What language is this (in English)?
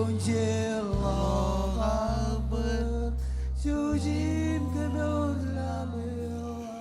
Marshallese